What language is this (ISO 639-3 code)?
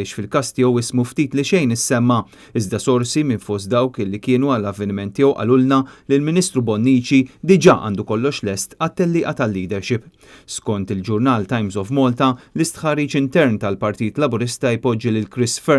mlt